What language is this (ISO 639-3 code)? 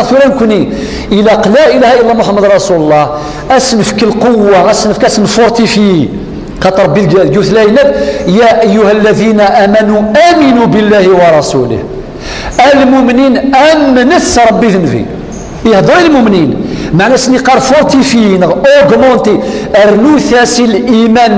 kab